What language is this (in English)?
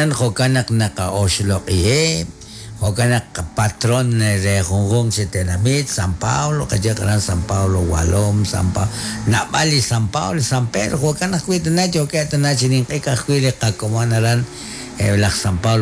Kekchí